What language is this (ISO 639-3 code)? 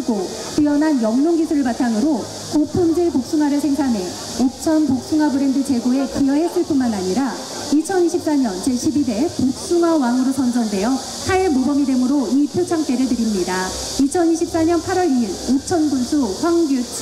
kor